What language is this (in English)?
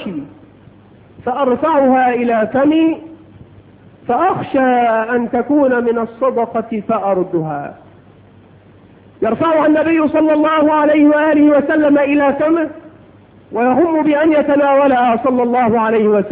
Arabic